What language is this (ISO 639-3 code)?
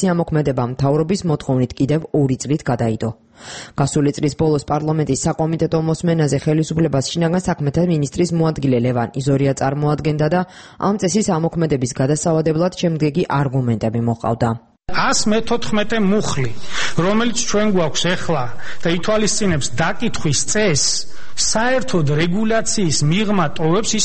kat